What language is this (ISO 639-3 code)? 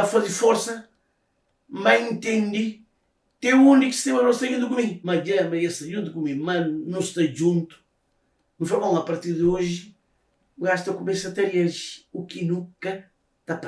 kea